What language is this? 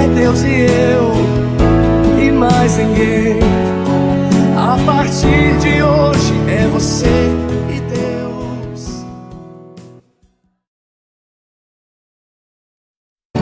Portuguese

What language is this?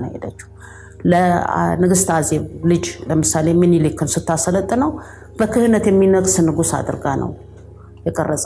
Amharic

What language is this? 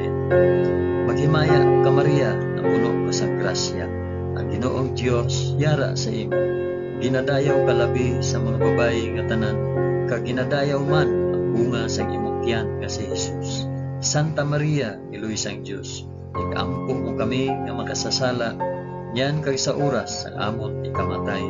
Hiligaynon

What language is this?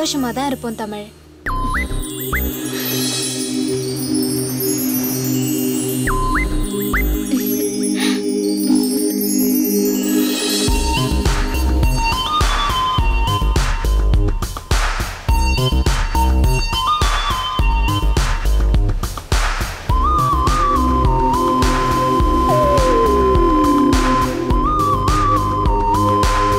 Tamil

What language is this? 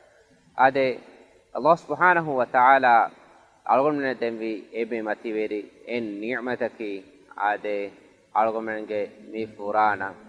Divehi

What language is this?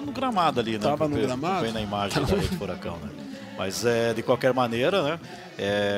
Portuguese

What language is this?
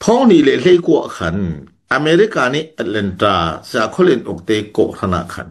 Falam Chin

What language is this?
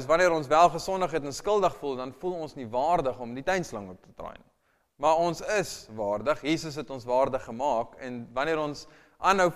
Afrikaans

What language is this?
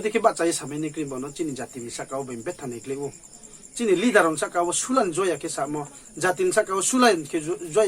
Riang (India)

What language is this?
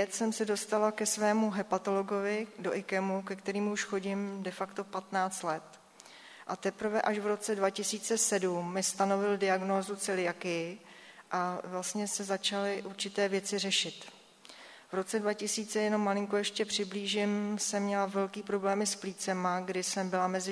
Czech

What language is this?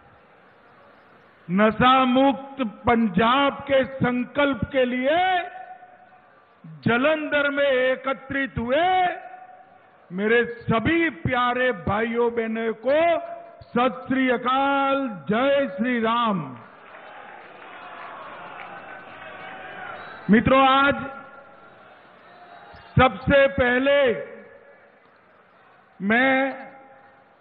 Hindi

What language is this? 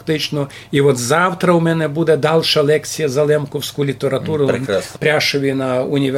Rusyn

